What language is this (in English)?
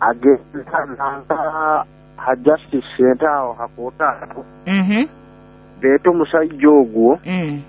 Nyoro